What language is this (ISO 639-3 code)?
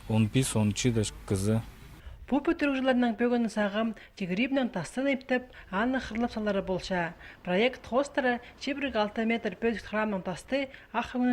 kjh